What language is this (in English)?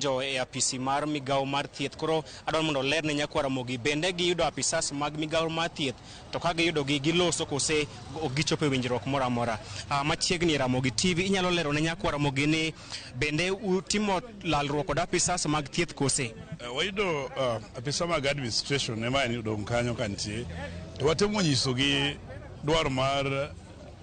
Luo (Kenya and Tanzania)